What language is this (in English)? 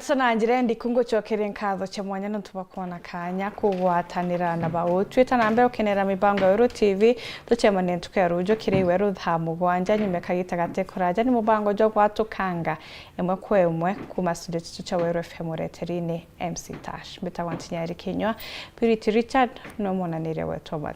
Meru